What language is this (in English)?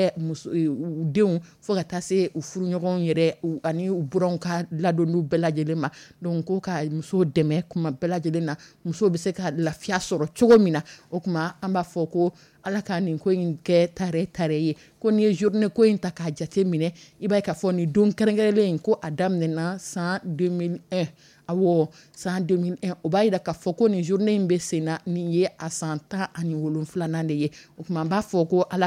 Dyula